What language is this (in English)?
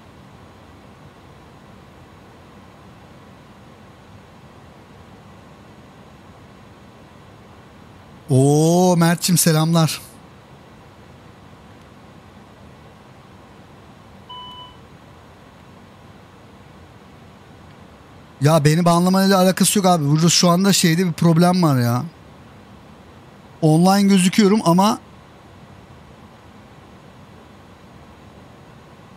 Turkish